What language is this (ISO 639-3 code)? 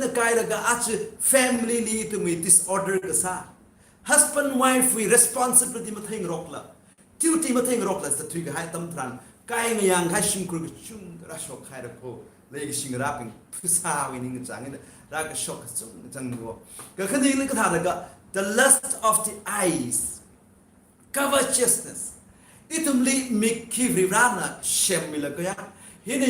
nmf